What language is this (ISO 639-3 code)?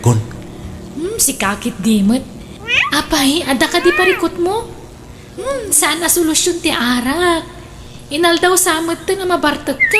ilo